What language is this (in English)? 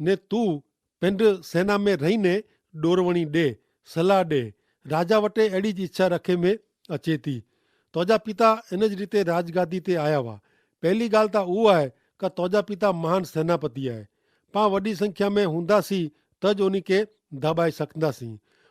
Kachhi